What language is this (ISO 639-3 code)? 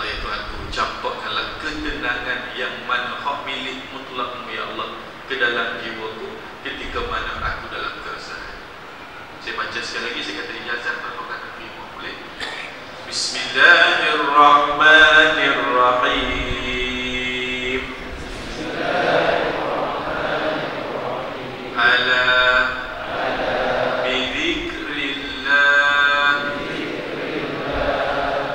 msa